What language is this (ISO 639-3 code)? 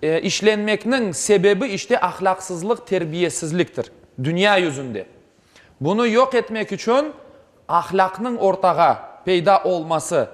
crh